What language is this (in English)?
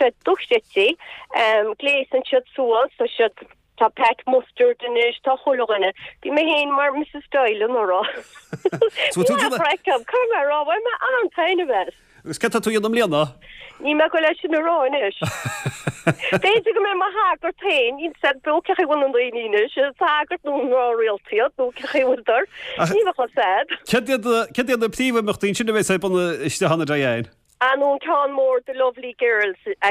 Irish